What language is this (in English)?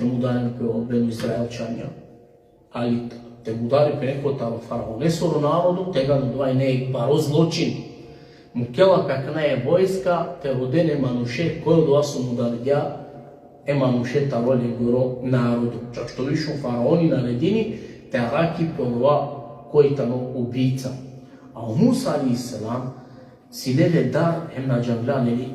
Balkan Romani